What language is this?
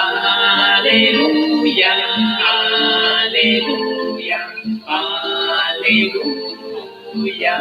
Kekchí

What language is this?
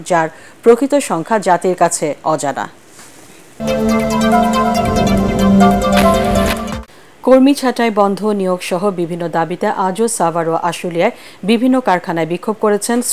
Bangla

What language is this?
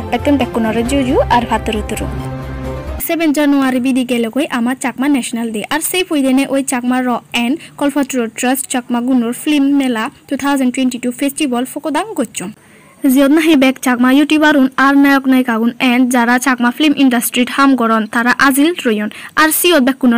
Chakma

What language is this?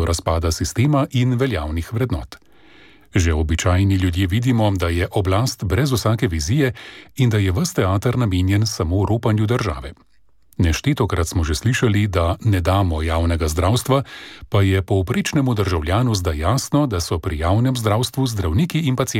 Slovenian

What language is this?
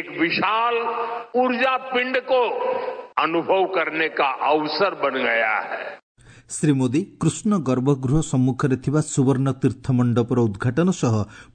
Odia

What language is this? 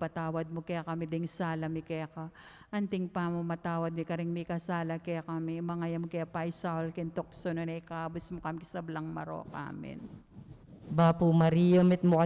Pampanga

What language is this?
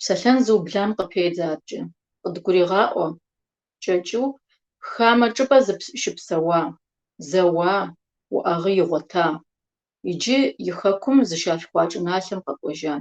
Kabardian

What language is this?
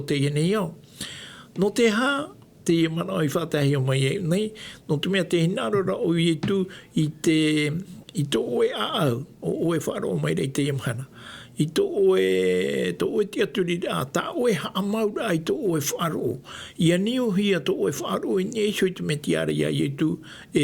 Tahitian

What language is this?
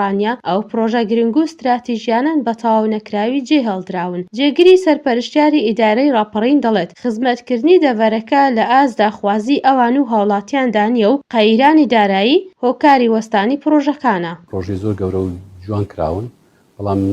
Central Kurdish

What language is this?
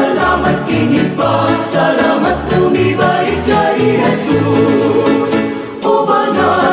Pampanga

